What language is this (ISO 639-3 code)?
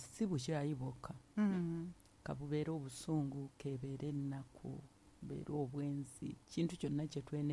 lug